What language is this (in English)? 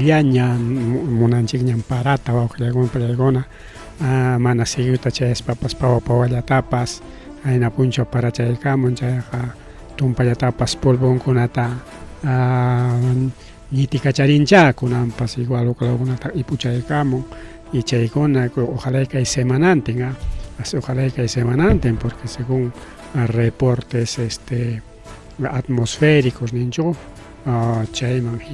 Ayacucho Quechua